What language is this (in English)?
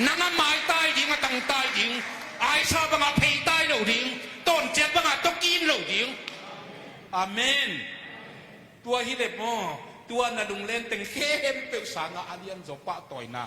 Tedim Chin